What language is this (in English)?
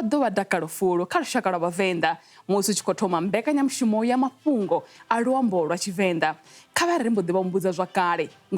Venda